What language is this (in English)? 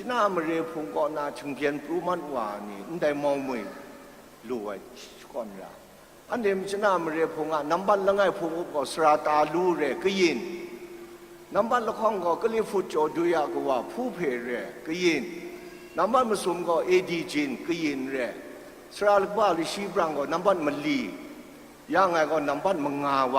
Kachin